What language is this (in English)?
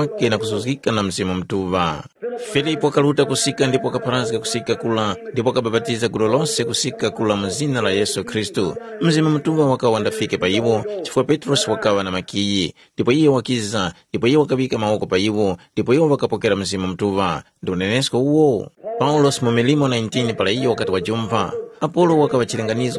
Tumbuka